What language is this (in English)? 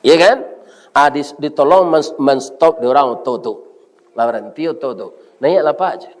Minangkabau